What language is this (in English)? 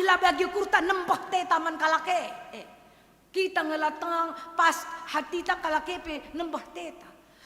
Batak Karo